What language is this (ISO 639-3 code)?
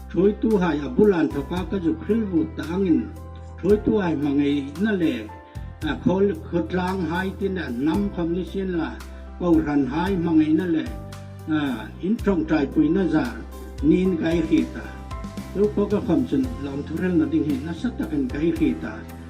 hmr